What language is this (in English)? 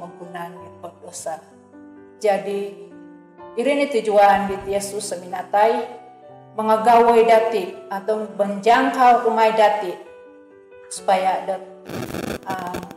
Central Dusun